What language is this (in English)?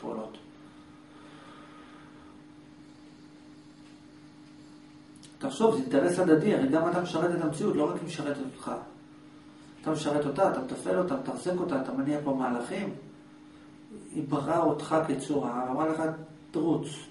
Hebrew